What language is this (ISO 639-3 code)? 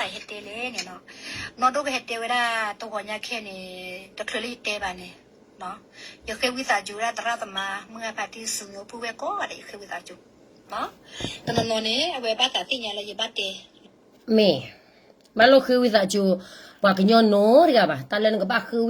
ksw